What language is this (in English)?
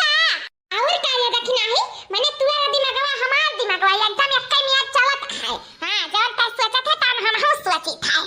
Awadhi